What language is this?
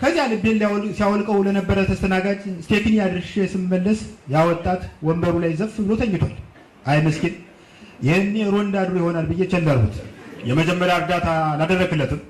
Amharic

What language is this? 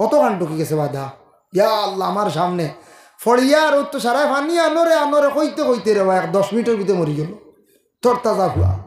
Sylheti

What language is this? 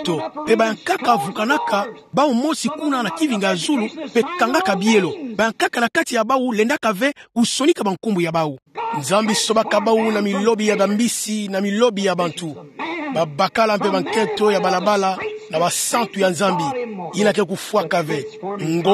Kituba (Democratic Republic of Congo)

